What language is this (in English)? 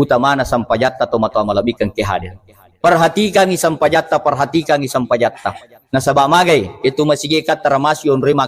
Buginese